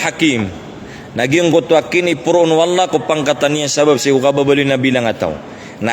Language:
Maranao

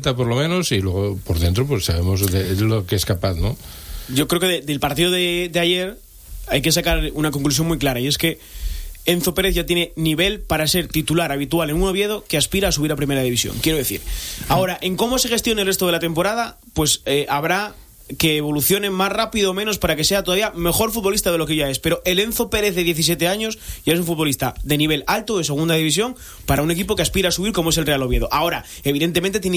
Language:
Spanish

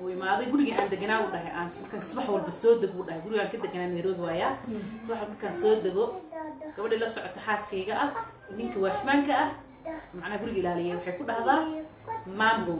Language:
Somali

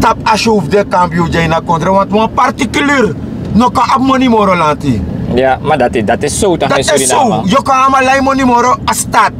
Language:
Sranan Tongo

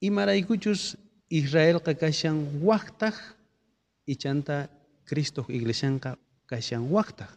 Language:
South Bolivian Quechua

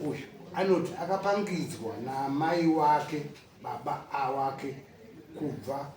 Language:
Shona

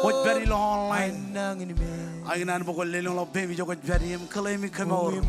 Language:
Marshallese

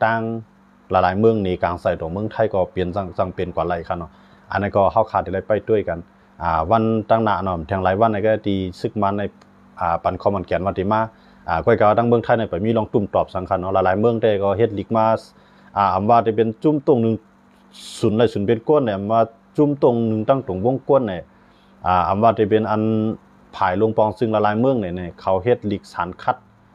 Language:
Shan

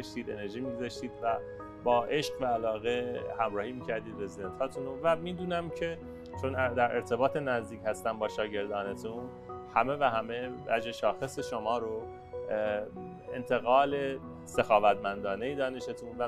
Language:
Persian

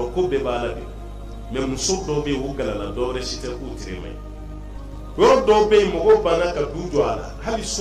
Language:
Bambara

